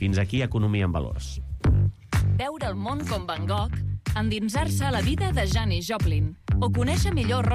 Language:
Catalan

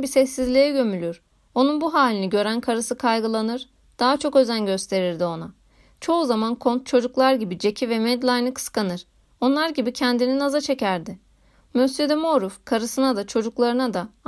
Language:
Turkish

